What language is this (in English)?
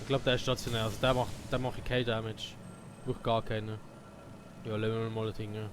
Swiss German